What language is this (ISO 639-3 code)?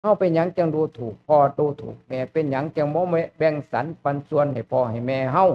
lao